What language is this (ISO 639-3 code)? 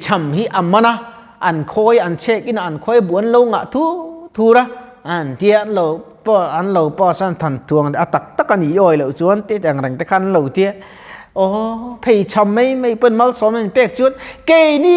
lus